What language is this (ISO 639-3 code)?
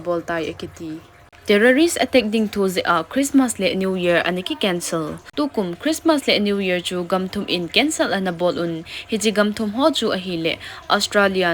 tcz